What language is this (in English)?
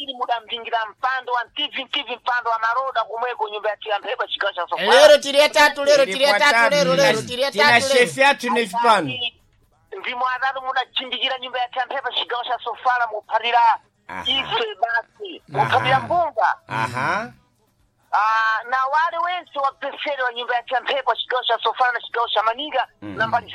Sena